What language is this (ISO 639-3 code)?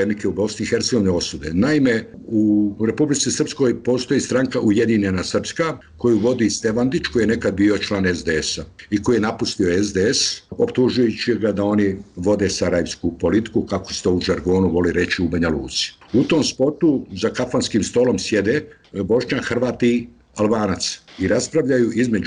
bos